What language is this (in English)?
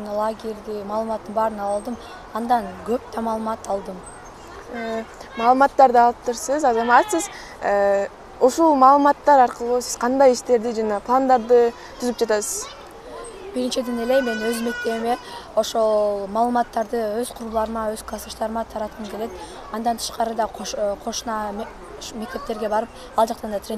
Kyrgyz